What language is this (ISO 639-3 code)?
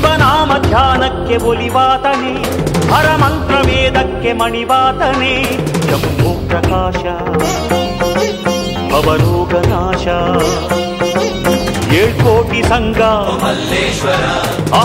kan